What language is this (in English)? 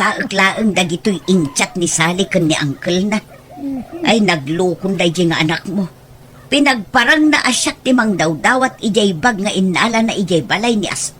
Iloko